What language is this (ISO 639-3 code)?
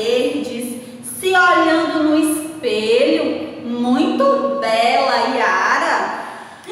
por